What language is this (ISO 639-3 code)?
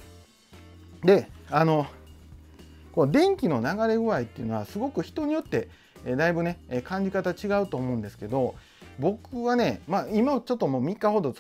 jpn